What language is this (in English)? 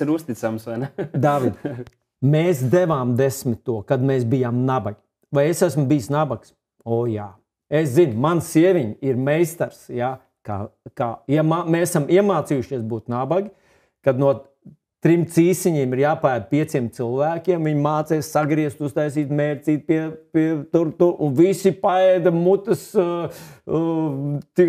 Latvian